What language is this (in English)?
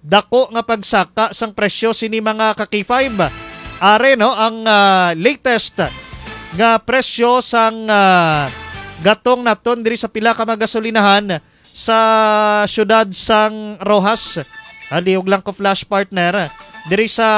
Hiligaynon